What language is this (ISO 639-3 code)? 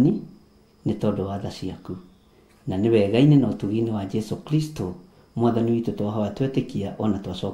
kik